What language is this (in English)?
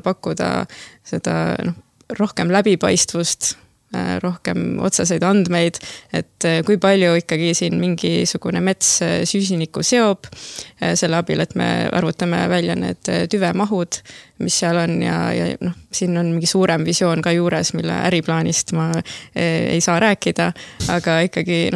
Estonian